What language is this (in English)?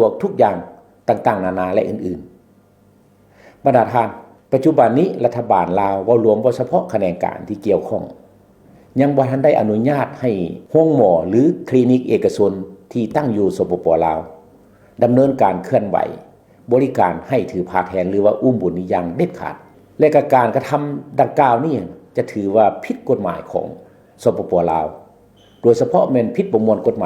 Lao